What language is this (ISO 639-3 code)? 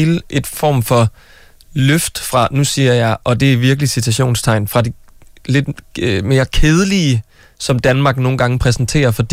dan